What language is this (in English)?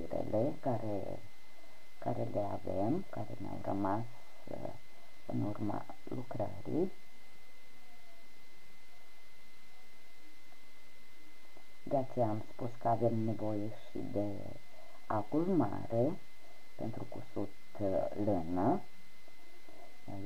Romanian